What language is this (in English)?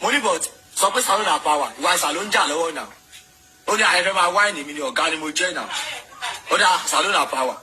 Yoruba